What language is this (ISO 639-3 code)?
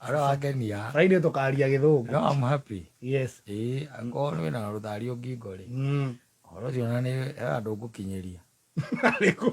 kik